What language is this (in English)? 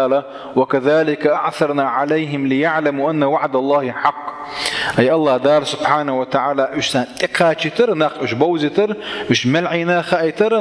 Chechen